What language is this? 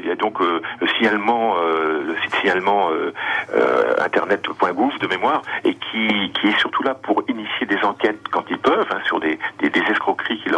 French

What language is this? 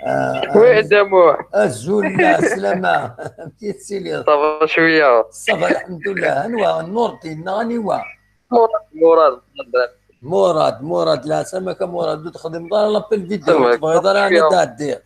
Kabyle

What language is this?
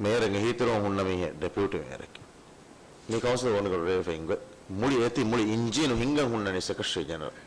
Divehi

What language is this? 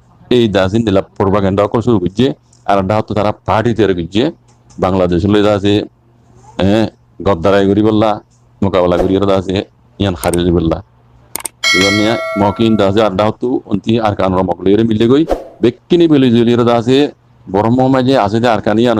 Rohingya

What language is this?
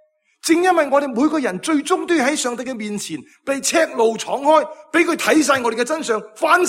Cantonese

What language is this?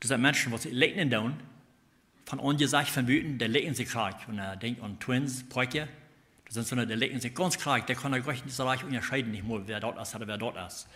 Plautdietsch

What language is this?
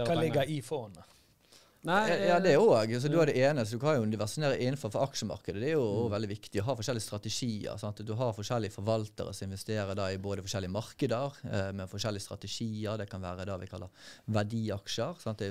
Norwegian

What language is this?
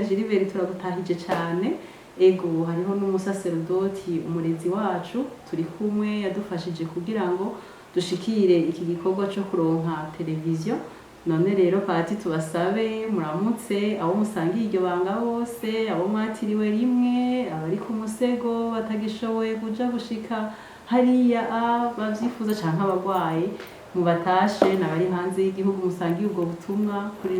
Rundi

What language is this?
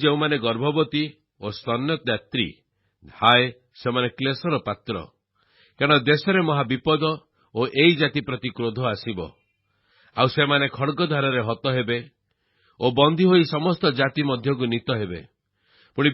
Odia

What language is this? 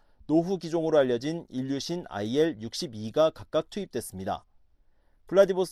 Korean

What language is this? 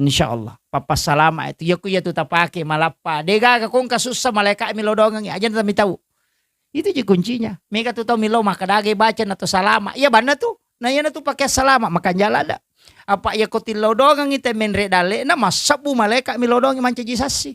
Buginese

